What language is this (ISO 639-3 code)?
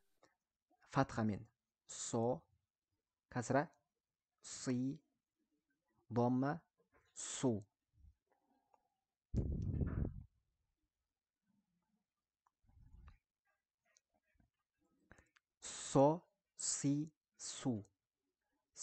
kaz